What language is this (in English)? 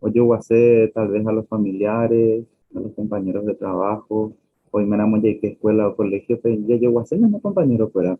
Guarani